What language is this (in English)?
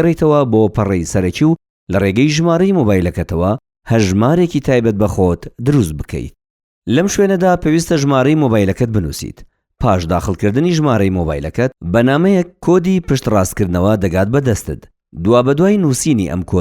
Central Kurdish